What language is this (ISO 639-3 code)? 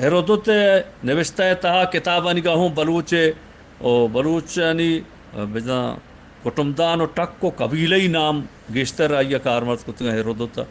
bgp